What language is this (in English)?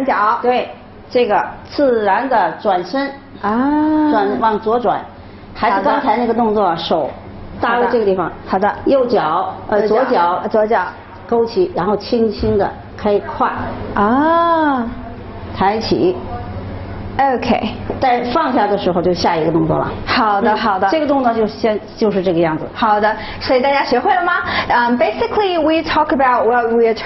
Chinese